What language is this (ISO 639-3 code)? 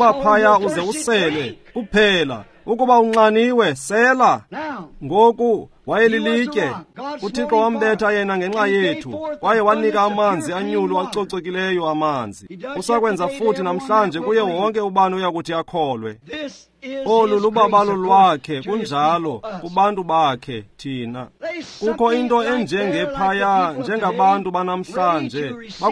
xho